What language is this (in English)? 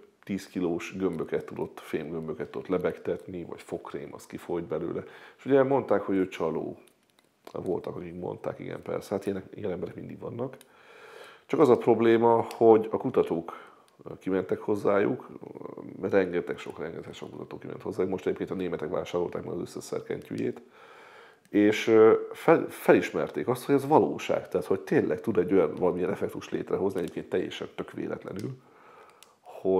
Hungarian